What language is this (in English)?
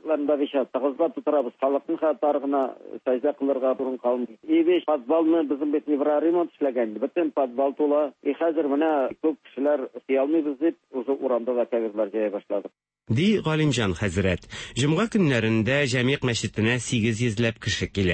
Tatar